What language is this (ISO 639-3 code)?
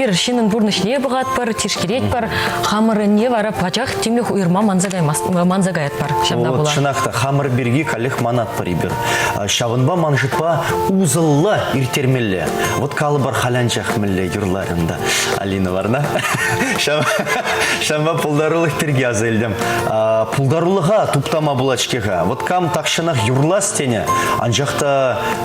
chv